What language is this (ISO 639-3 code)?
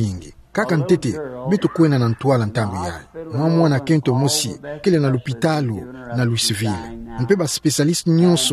ktu